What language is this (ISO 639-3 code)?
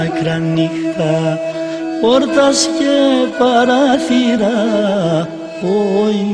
ell